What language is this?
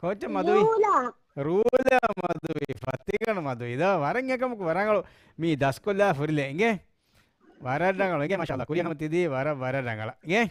Divehi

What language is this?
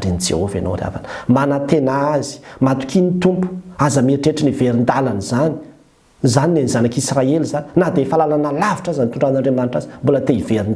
Malagasy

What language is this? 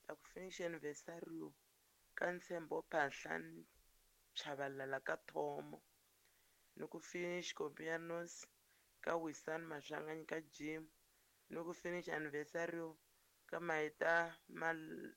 Tsonga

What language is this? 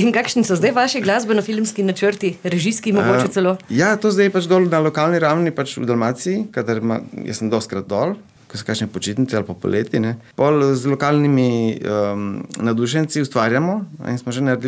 Slovenian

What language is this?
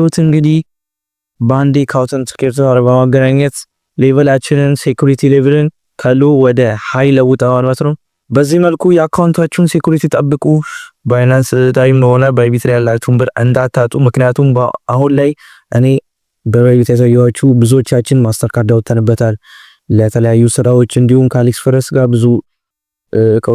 Amharic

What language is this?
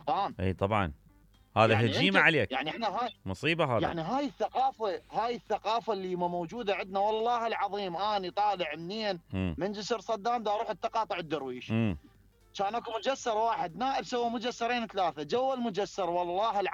Mesopotamian Arabic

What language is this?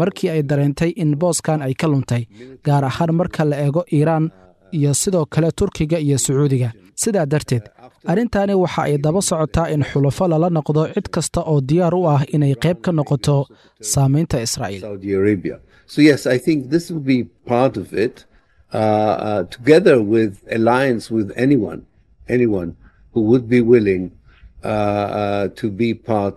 Somali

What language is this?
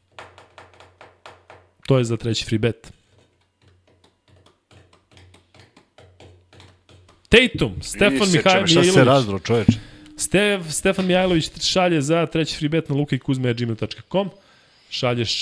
Serbian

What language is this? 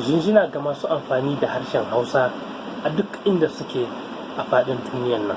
Hausa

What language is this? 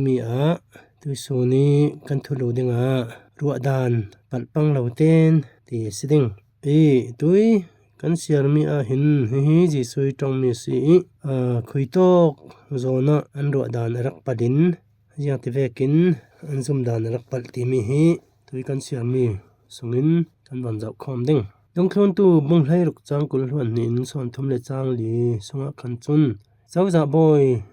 Falam Chin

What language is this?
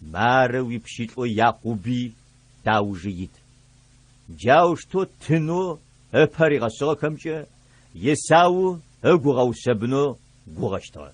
Adyghe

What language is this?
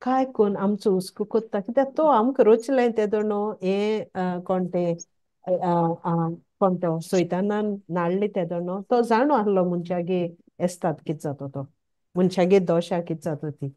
Konkani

